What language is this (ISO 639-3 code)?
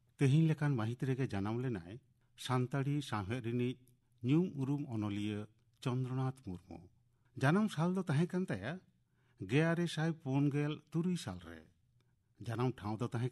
sat